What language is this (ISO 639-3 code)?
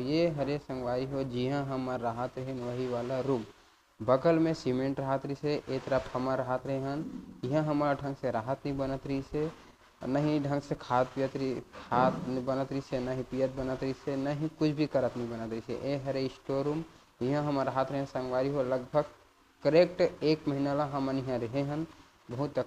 hne